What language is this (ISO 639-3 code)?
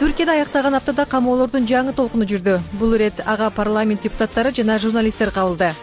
kir